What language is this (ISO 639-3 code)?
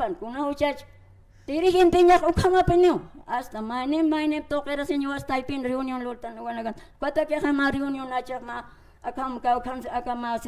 aym